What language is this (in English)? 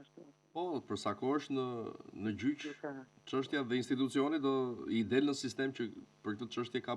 Albanian